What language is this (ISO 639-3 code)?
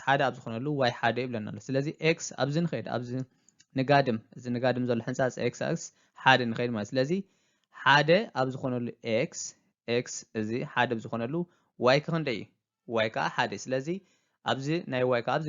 tir